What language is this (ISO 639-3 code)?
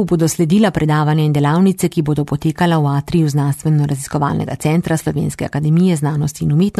slv